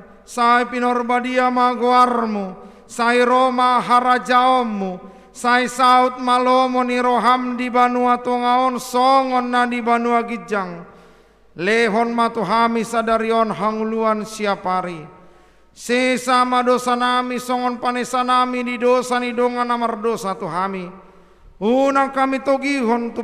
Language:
Batak Toba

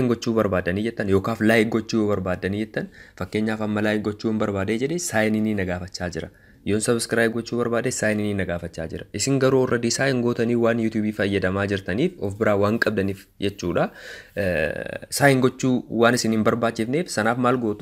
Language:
Oromo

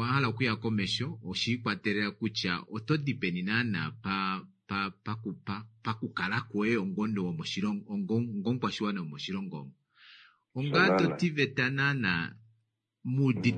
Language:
Kuanyama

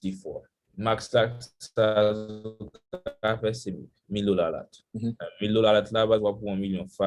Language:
Haitian Creole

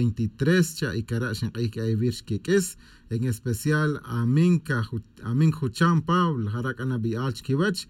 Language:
Tz'utujil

